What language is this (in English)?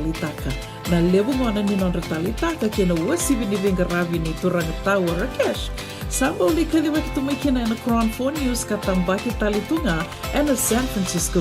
Fijian